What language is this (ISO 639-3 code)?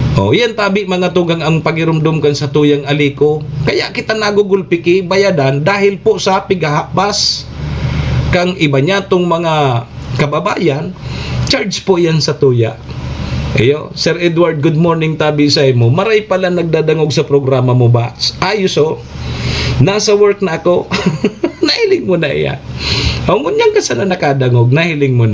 bik